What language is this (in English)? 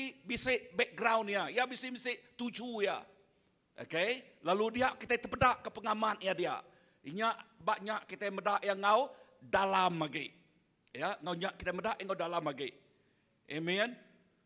Iban